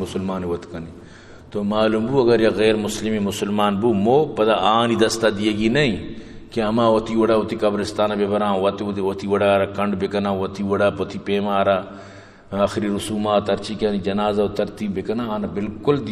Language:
Eastern Balochi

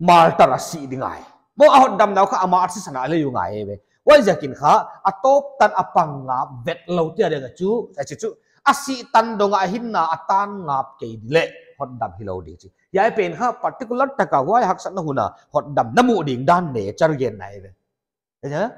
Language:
Paite Chin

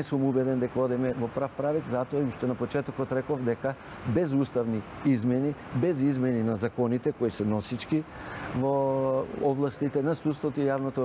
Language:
Macedonian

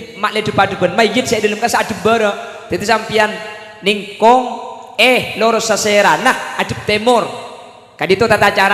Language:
Madurese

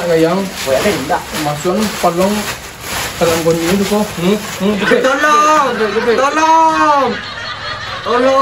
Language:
Minangkabau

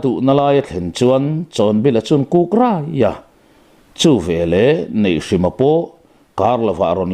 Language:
Mizo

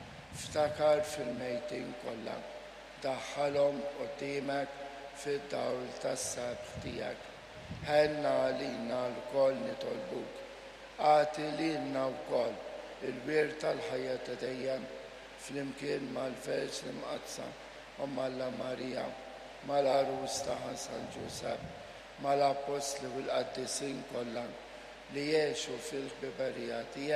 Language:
Maltese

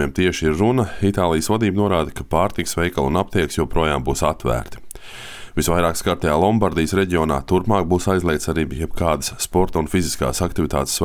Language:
Latvian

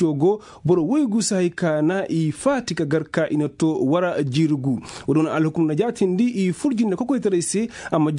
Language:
Koyraboro Senni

